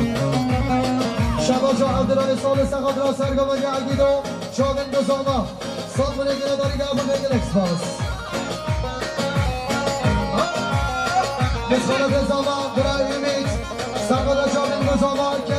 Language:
Persian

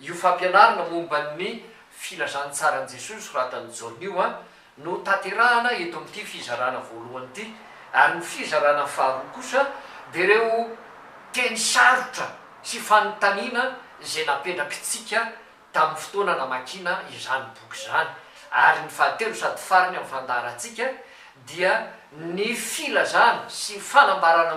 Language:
Malagasy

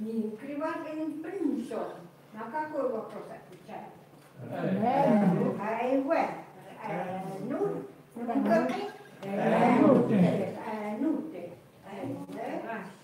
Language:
Chukot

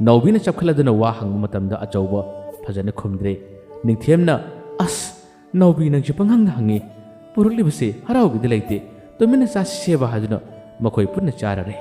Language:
Manipuri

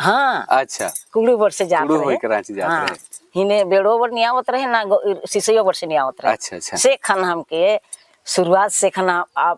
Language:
Sadri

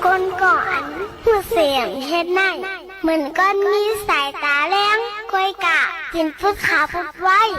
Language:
Shan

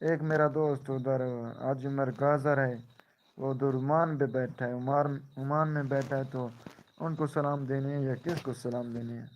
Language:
Saraiki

